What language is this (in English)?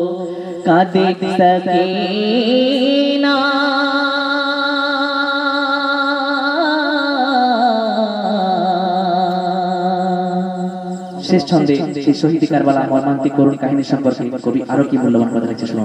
Bangla